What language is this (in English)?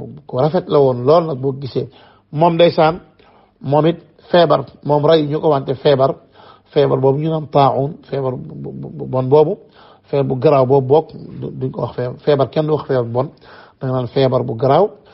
Wolof